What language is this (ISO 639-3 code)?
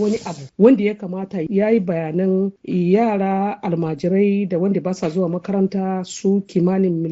hau